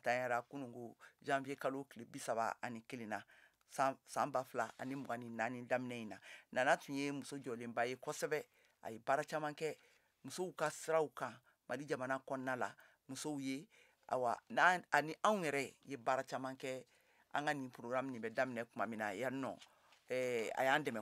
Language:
Bambara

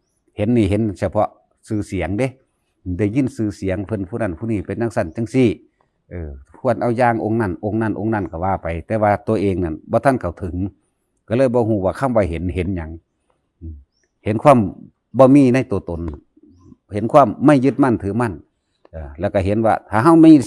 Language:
Northeastern Thai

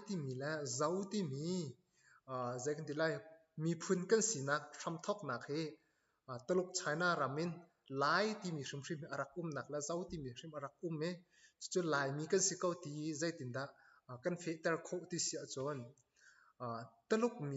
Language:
Hakha Chin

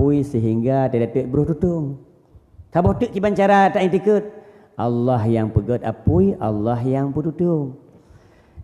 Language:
Achinese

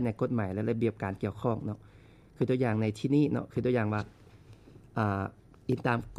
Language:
Lao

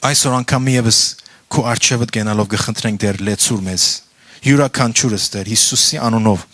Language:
Western Armenian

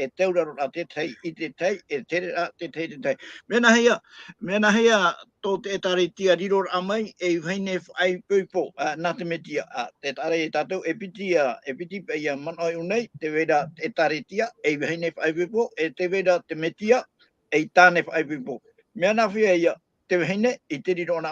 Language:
Tahitian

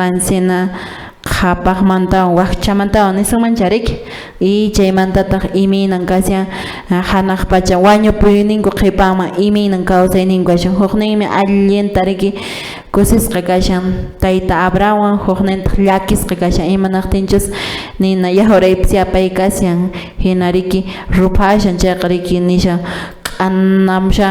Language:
Quechua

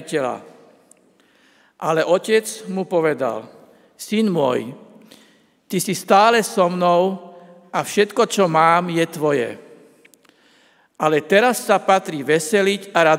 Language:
Slovak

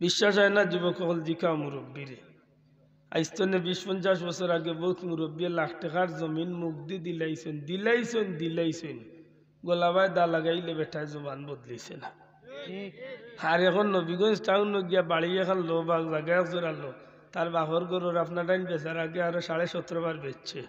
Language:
Sylheti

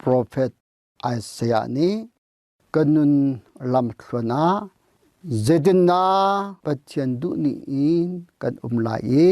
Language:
Hakha Chin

